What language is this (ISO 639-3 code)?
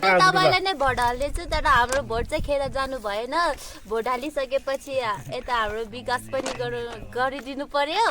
nep